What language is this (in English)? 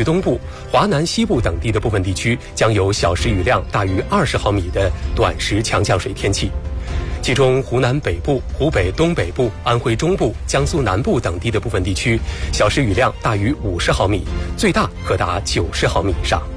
Chinese